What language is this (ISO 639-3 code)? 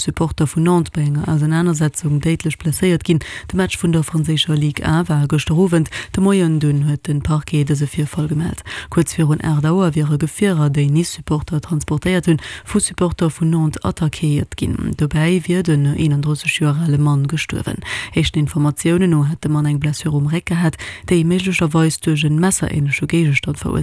ltz